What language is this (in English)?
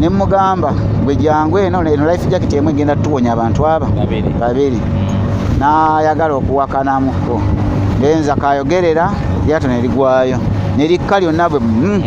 Ganda